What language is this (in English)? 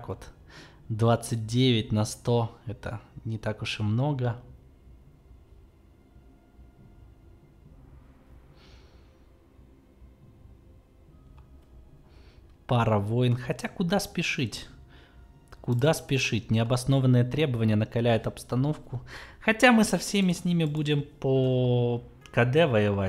Russian